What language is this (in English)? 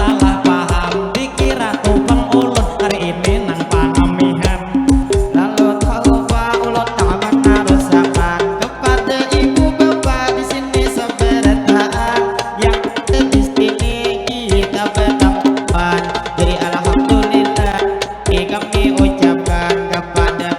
Banjar